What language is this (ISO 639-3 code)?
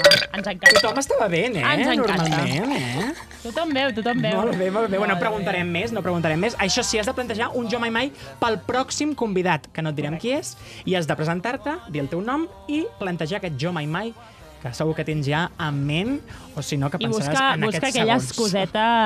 cat